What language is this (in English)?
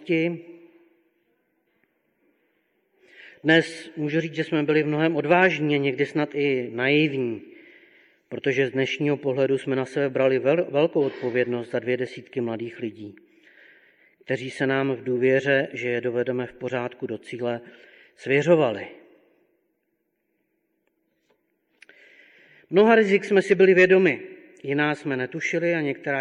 Czech